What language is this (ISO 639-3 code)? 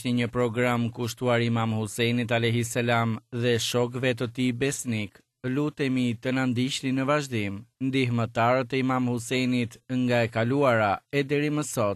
sqi